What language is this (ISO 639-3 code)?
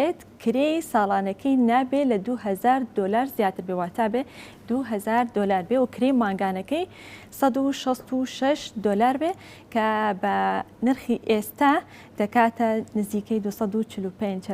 ckb